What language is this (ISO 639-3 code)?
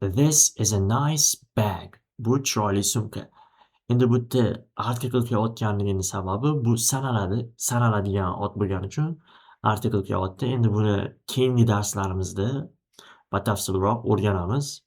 uzb